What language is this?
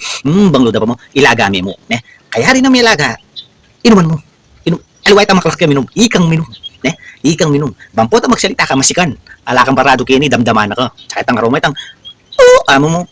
Pampanga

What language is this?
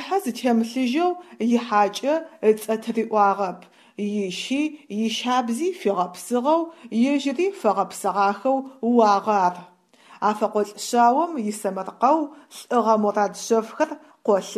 Adyghe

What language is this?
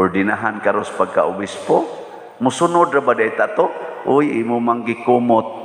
Cebuano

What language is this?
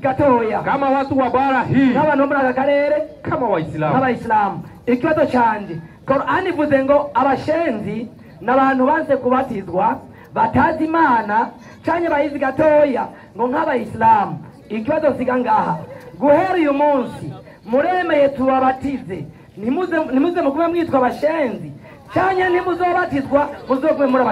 Rundi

